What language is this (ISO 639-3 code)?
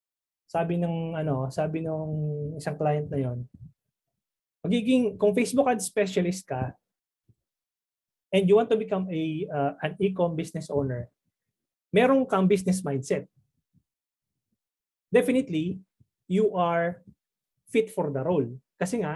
fil